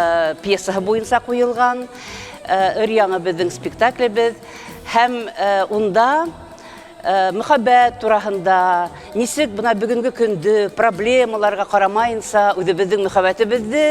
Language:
Bashkir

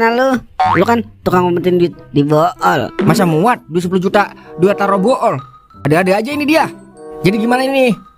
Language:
Betawi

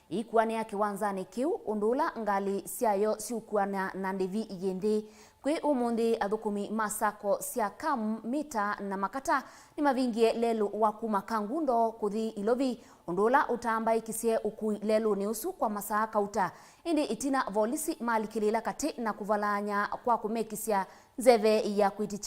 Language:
Kamba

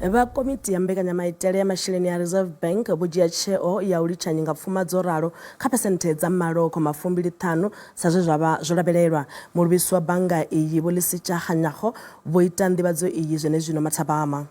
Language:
Venda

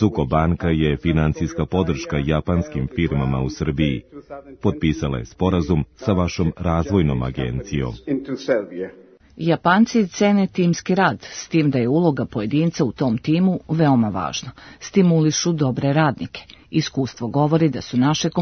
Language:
Serbian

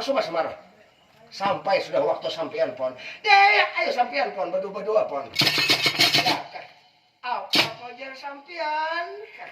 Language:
Banjar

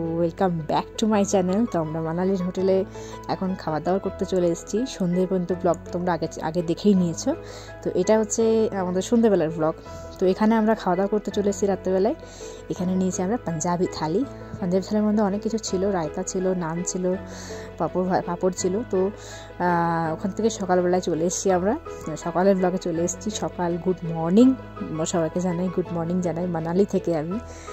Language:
Bangla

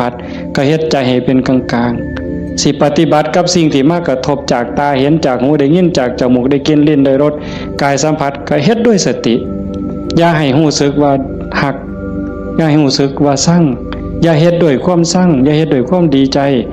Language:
Northeastern Thai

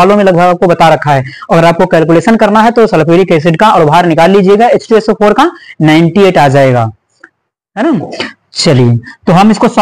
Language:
Hindi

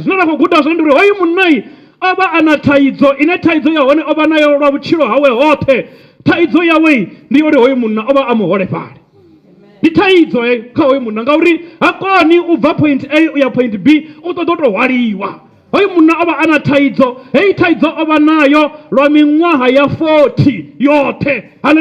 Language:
Venda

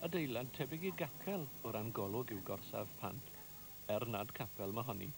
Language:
Welsh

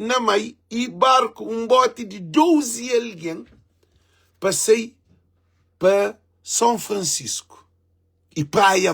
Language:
Kabuverdianu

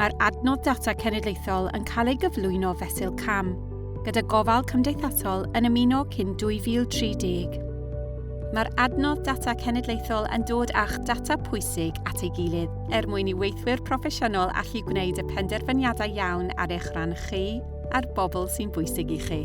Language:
Welsh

